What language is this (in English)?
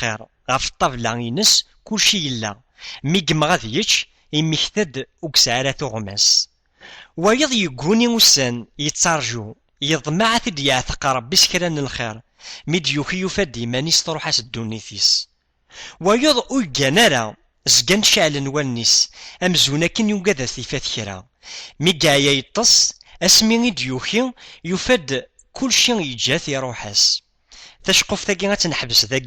Kabyle